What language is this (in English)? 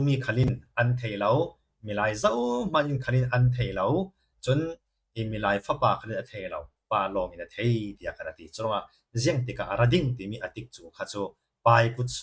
Falam Chin